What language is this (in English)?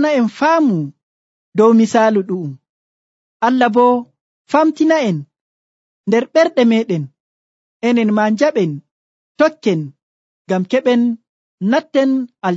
Nigerian Fulfulde